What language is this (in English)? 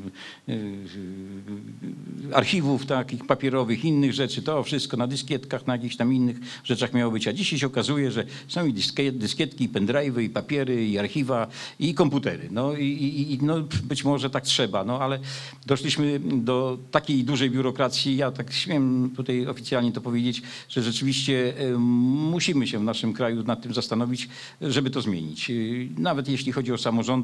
Polish